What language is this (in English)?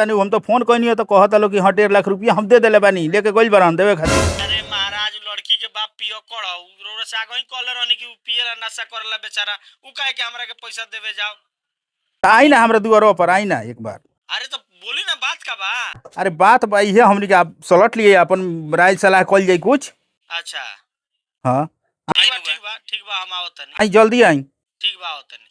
Bhojpuri